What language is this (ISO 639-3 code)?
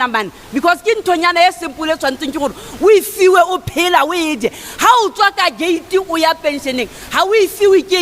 sot